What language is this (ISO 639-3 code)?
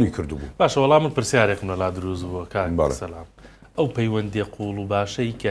ckb